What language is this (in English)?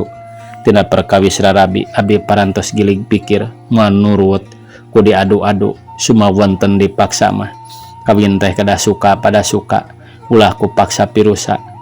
Sundanese